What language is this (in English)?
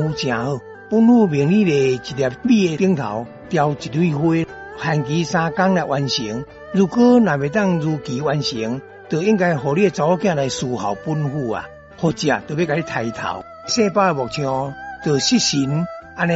Min Nan Chinese